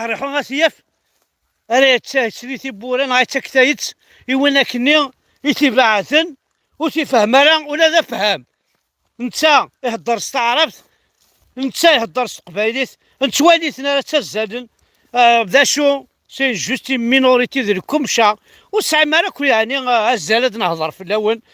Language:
Kabyle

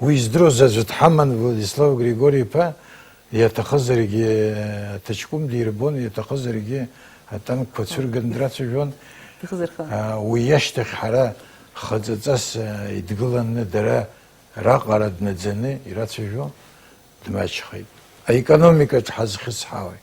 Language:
Abkhazian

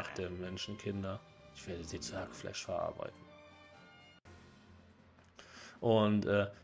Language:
German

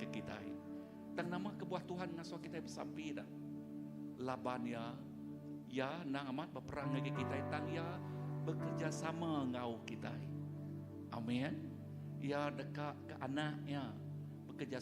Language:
Iban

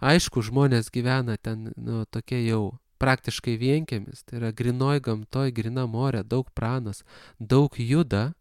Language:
Lithuanian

